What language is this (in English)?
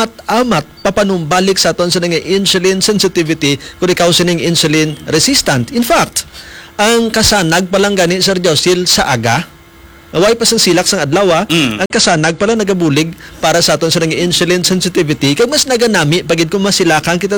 Hiligaynon